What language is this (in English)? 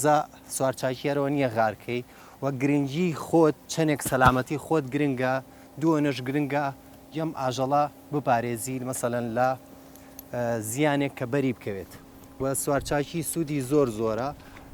Central Kurdish